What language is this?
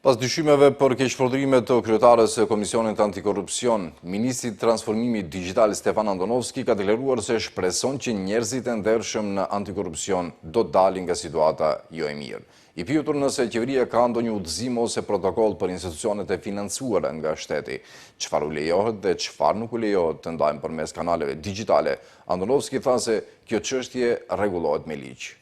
Albanian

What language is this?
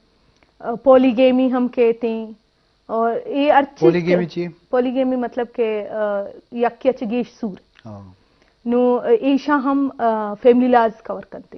Eastern Balochi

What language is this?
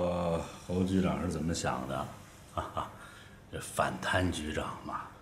Chinese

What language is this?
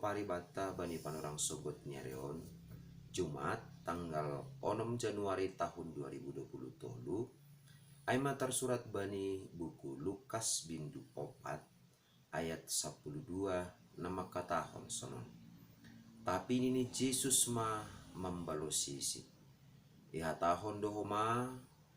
Batak Simalungun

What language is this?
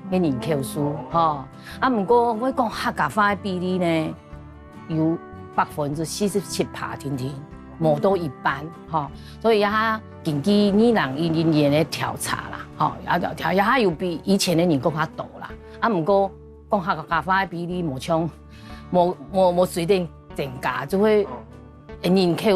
Hakka Chinese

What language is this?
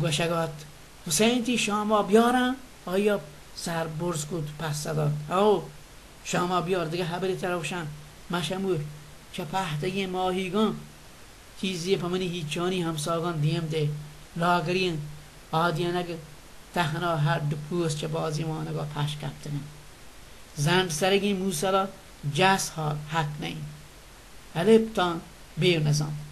Baluchi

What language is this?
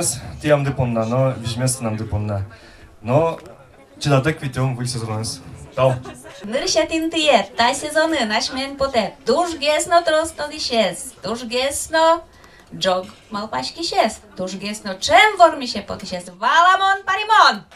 Udmurt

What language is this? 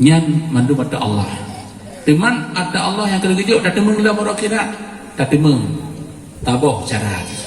Achinese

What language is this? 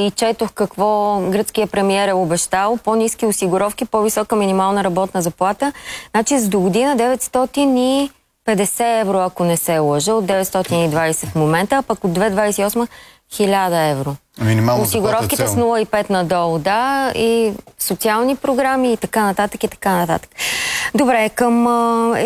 Bulgarian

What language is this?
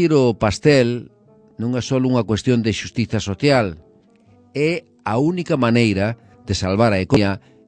Galician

